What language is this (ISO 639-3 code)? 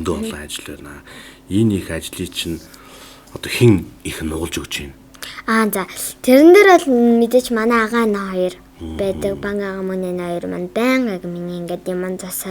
mon